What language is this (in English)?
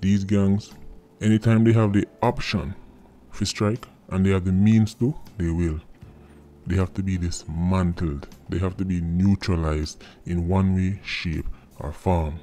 Jamaican Creole English